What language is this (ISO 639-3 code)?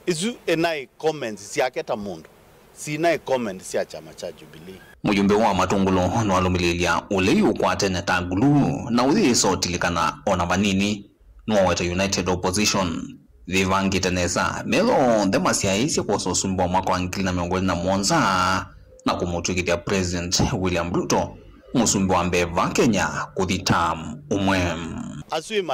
kam